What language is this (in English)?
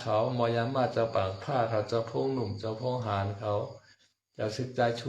Shan